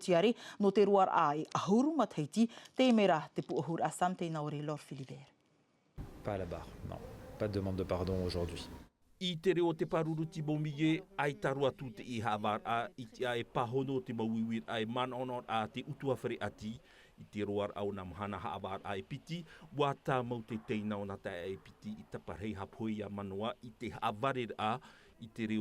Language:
Tahitian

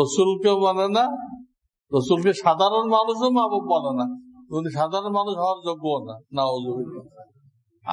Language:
Bangla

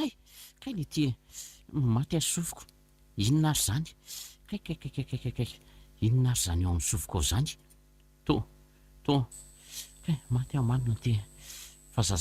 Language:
Malagasy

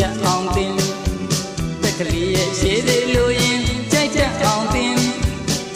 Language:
Burmese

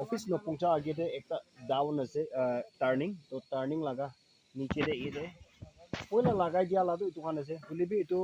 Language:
Naga Pidgin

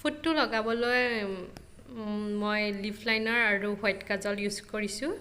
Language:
Assamese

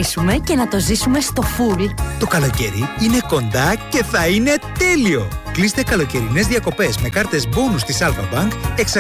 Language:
Greek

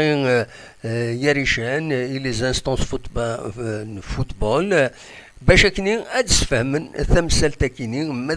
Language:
Kabyle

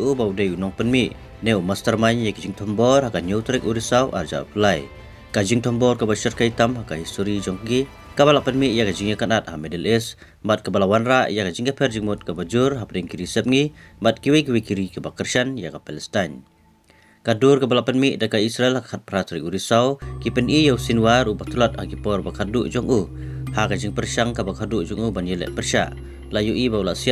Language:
Khasi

